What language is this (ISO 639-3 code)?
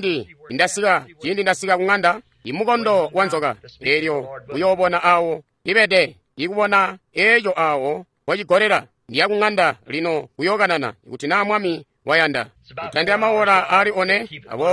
toi